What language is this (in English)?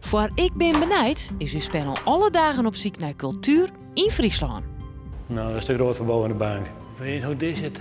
Western Frisian